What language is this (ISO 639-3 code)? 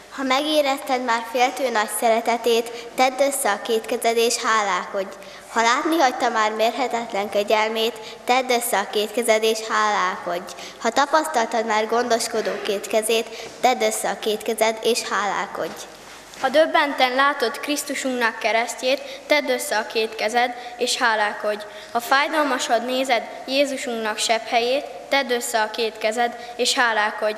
hun